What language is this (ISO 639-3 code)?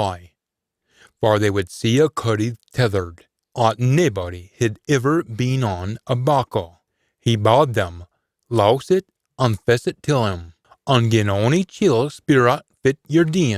sco